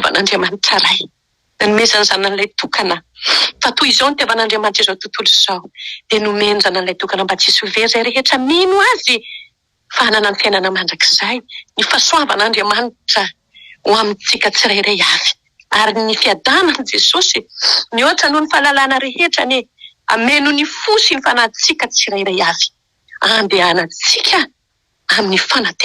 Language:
Malagasy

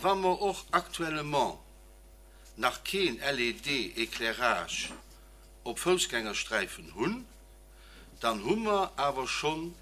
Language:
Luxembourgish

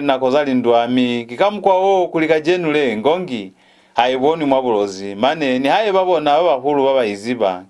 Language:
Lozi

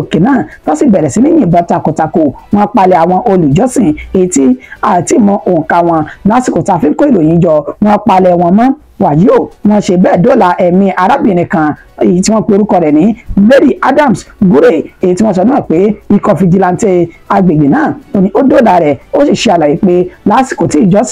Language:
Yoruba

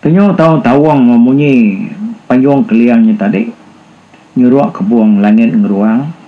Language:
Iban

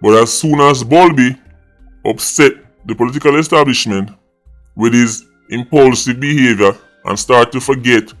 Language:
Jamaican Creole English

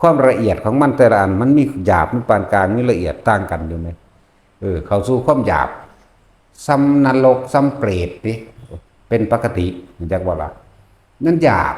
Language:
Northeastern Thai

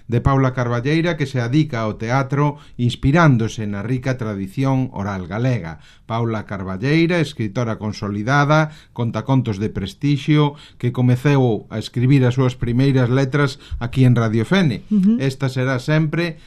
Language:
Galician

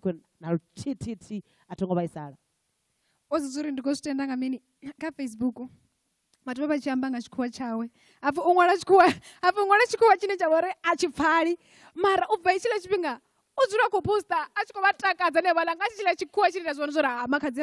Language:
Venda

